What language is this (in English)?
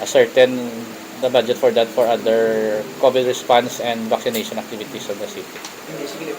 Hiligaynon